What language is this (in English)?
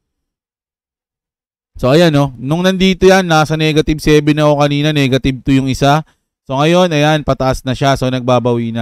Filipino